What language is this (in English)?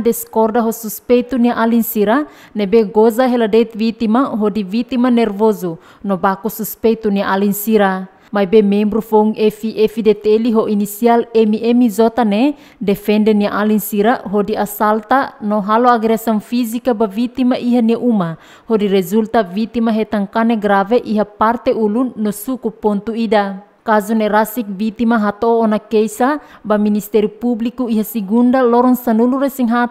Tetum